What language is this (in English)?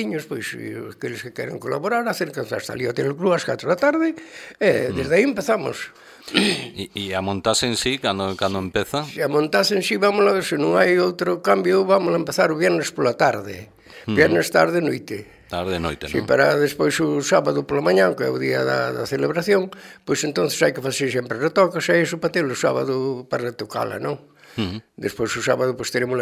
Galician